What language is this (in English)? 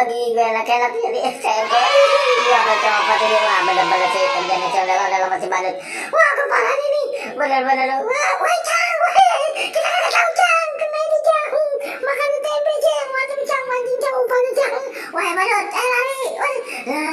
Betawi